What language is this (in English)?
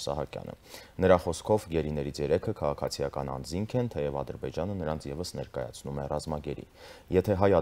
Armenian